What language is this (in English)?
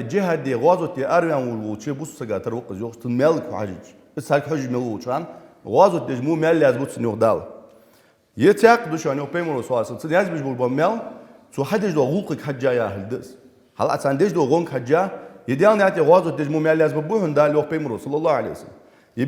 Ingush